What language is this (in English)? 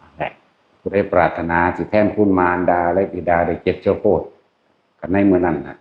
Northeastern Thai